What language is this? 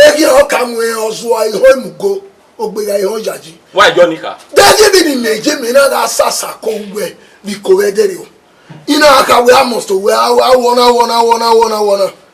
Bini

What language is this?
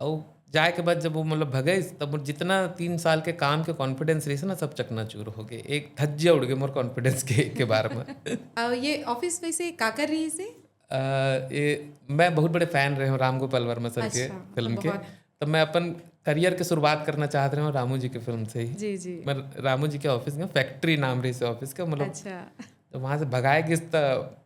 Chhattisgarhi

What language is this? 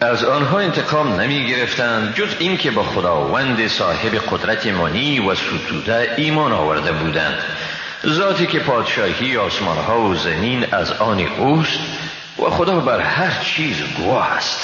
Persian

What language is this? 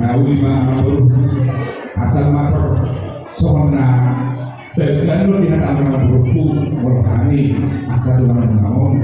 Batak Toba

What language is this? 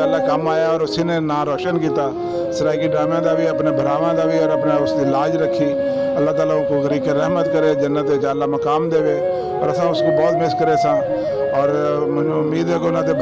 Saraiki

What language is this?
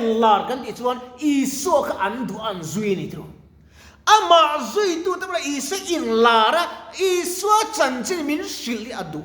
Mizo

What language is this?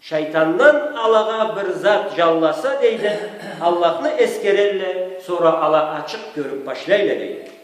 Karachay-Balkar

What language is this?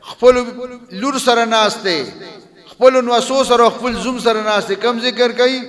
Pashto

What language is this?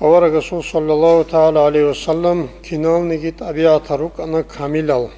Avaric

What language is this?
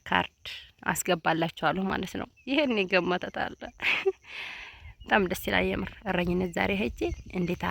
Amharic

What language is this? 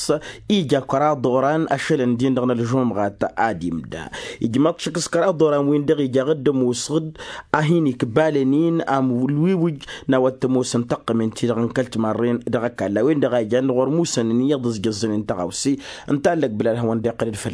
Tamasheq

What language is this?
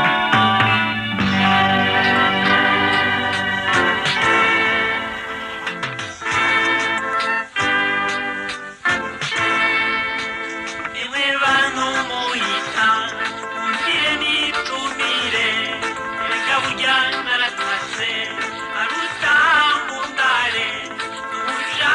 Rundi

